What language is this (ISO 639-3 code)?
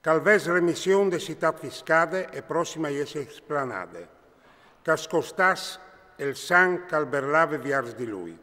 fur